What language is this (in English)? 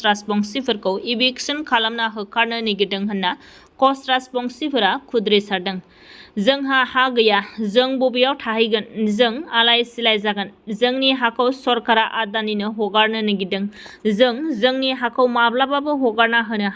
Bodo